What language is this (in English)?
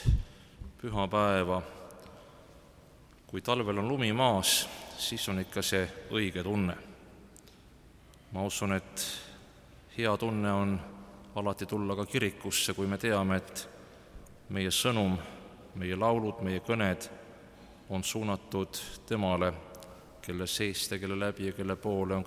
Estonian